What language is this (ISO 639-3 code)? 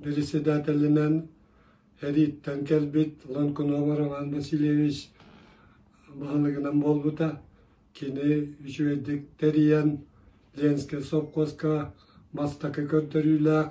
sah